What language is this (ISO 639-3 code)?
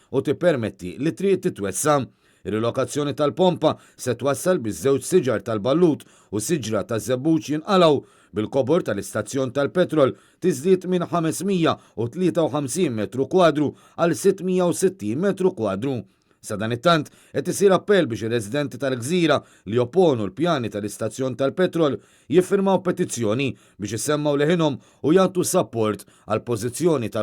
mlt